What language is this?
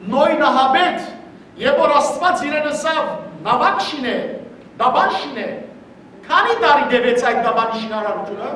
Western Armenian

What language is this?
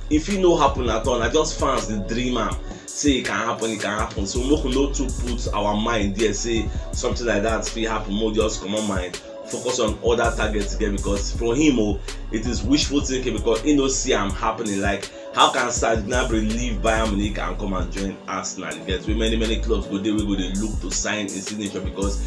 Nigerian Pidgin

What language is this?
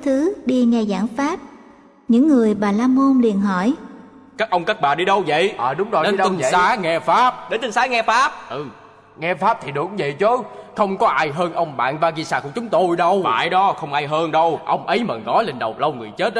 Vietnamese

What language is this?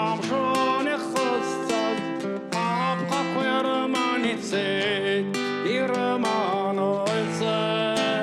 Abkhazian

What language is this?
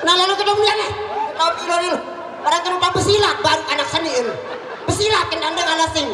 Sasak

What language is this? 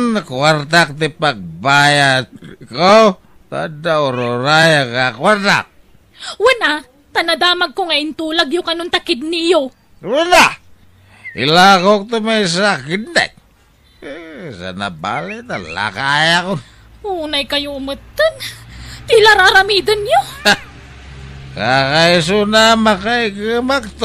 Iloko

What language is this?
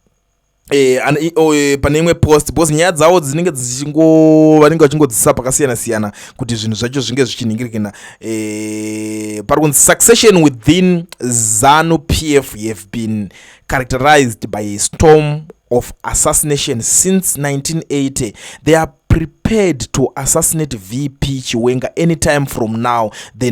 Shona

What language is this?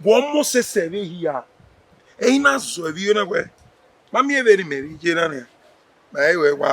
Bini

